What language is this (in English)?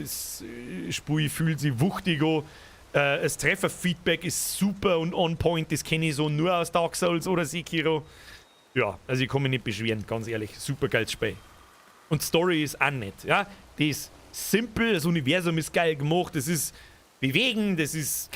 Bavarian